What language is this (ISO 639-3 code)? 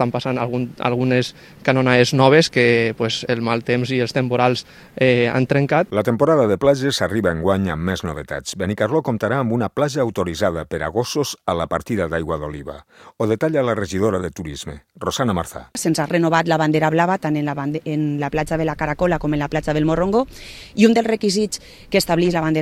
cat